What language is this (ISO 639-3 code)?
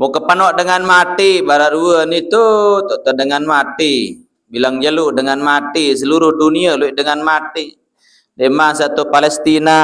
sas